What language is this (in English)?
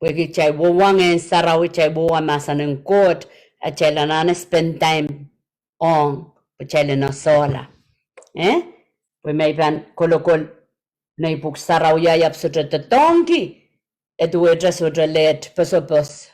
Pohnpeian